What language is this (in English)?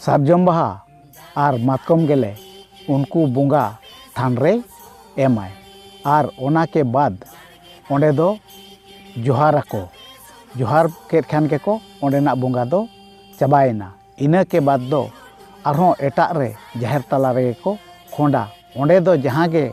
Santali